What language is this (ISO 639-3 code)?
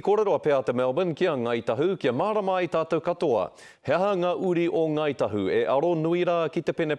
mri